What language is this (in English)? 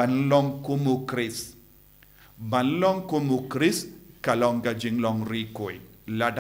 Khasi